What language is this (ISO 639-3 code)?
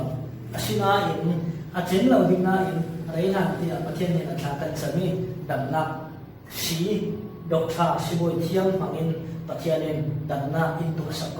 cfm